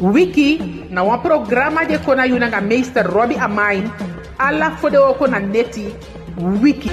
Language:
Eastern Maroon Creole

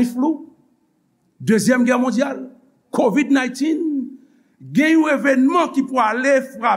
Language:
Haitian Creole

